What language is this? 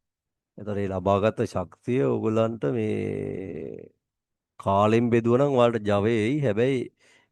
Sinhala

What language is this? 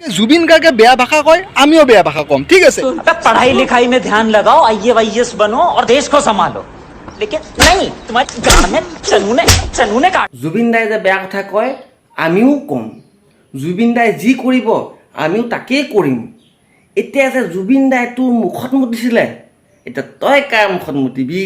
Assamese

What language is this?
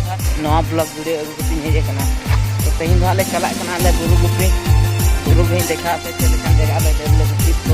Santali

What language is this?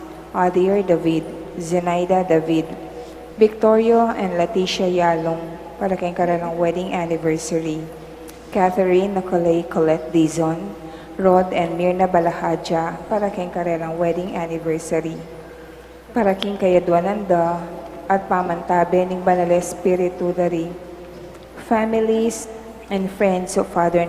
Pampanga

